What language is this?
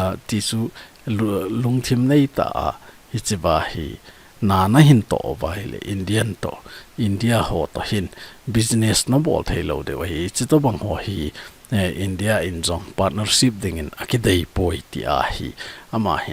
Thado Chin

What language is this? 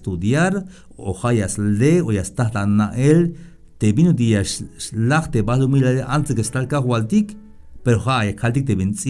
Tzeltal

